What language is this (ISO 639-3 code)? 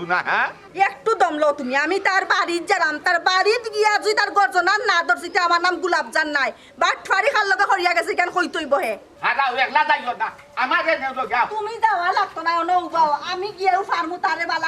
syl